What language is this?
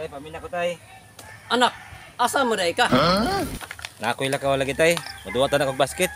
Cebuano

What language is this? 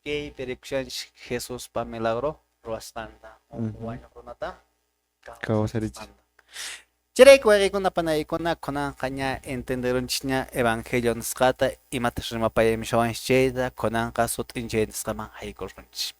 Quechua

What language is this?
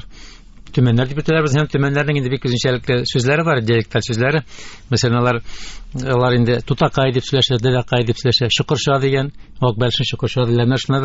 Tatar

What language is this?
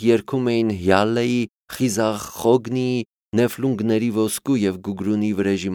Armenian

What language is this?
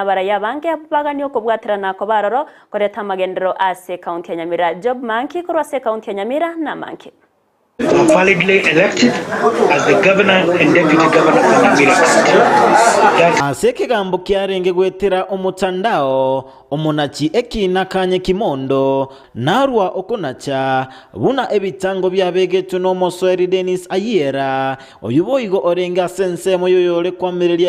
Gusii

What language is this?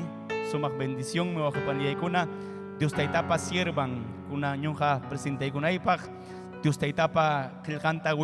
Ayacucho Quechua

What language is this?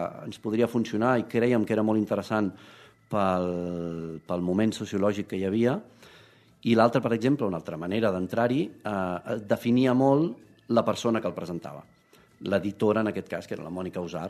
Catalan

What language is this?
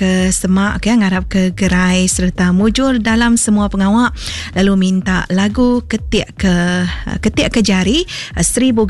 Iban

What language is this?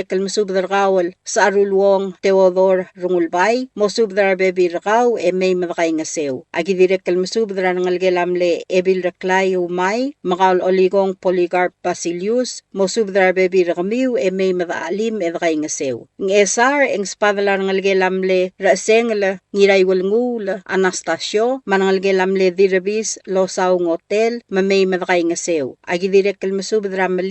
Palauan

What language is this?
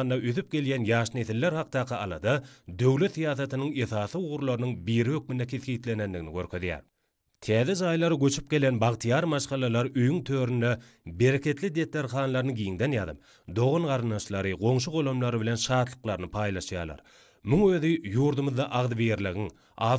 Turkmen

